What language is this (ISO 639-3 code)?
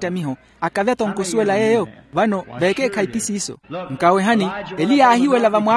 vmw